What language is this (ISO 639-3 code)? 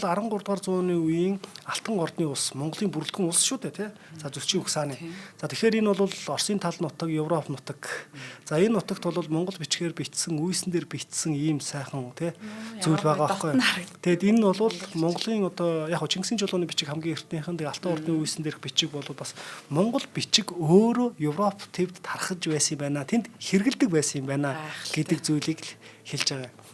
mon